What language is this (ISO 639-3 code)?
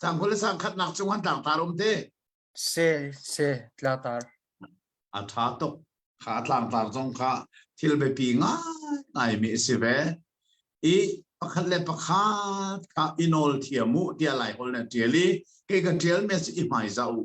cnh